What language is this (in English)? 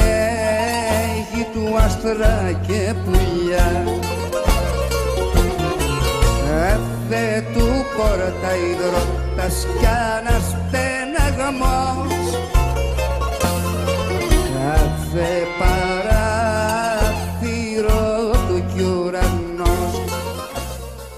Greek